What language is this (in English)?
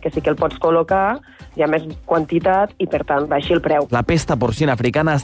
Catalan